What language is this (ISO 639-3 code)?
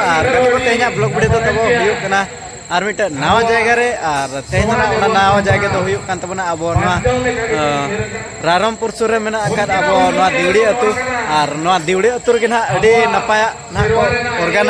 sat